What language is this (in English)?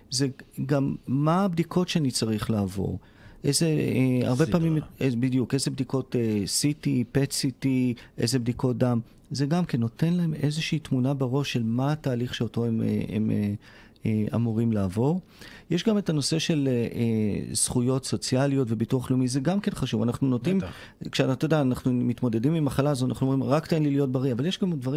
Hebrew